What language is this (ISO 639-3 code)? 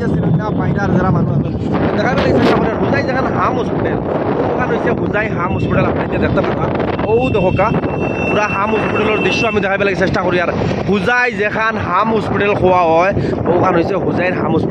syl